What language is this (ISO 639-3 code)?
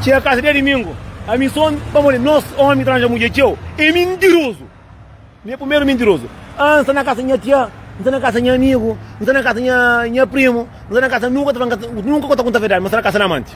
kea